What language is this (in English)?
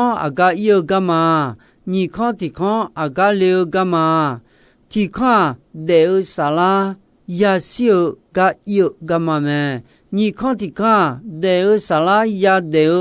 Akha